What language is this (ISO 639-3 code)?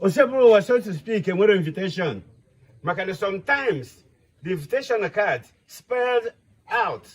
ibo